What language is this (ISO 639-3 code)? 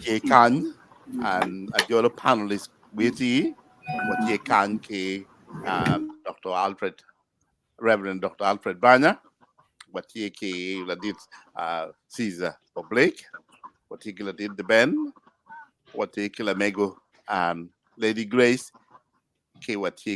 ach